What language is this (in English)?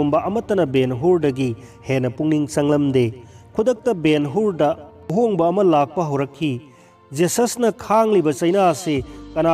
Manipuri